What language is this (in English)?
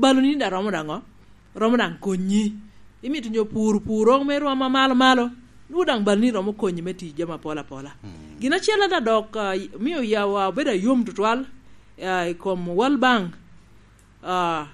Lango (Uganda)